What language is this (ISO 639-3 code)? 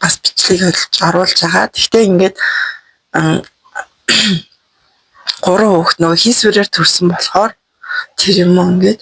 mon